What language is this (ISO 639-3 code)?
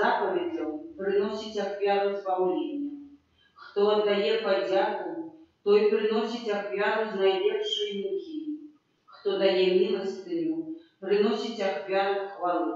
bel